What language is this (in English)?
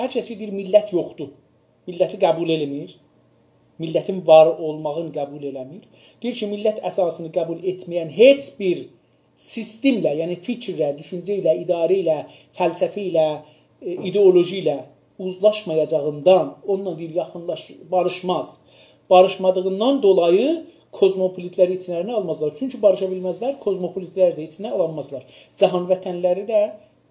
South Azerbaijani